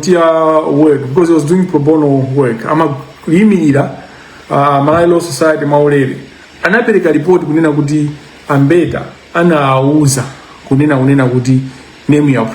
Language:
Nyanja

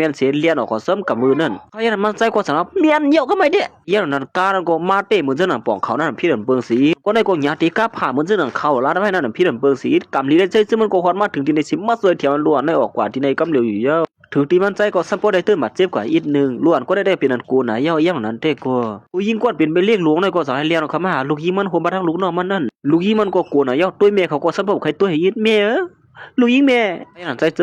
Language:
Shan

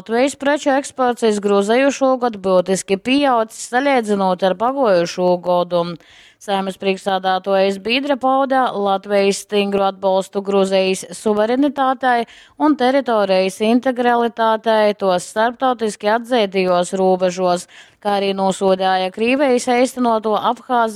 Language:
Latgalian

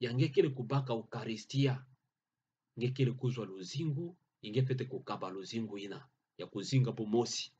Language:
Kituba (Democratic Republic of Congo)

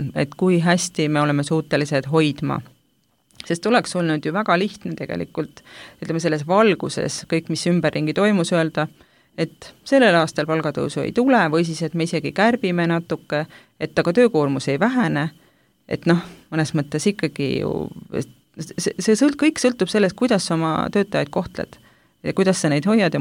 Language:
Estonian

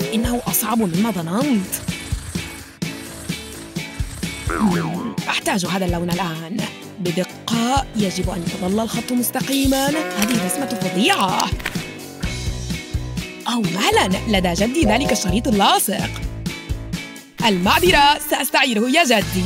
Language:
Arabic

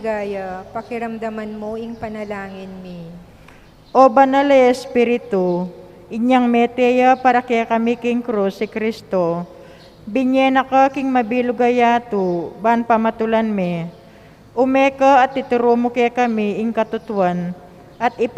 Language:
Pampanga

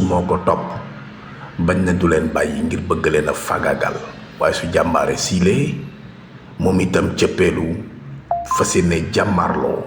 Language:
Wolof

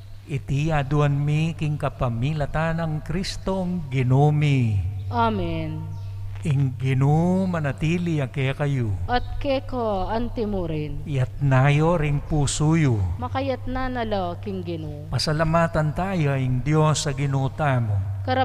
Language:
Pampanga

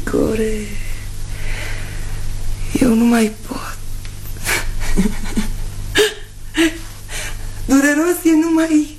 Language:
Romanian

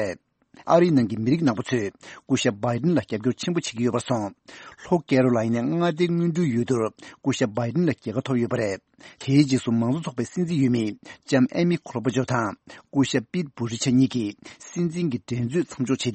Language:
Tibetan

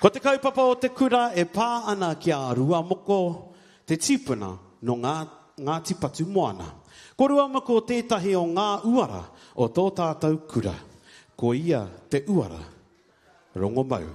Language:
Māori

